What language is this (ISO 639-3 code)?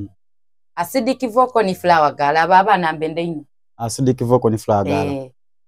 xog